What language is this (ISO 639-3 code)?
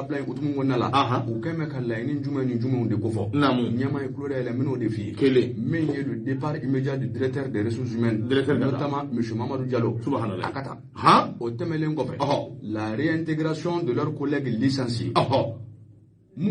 bam